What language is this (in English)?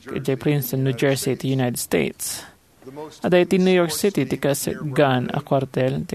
Iloko